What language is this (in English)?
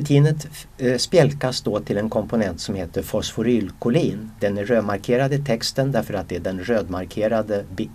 Swedish